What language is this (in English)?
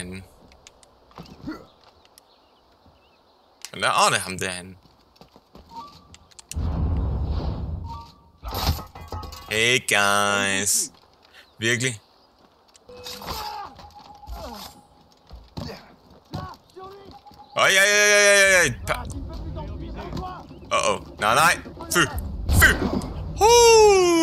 Danish